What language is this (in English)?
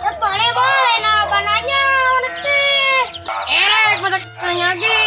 Sundanese